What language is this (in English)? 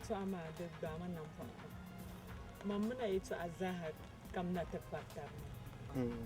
Dagbani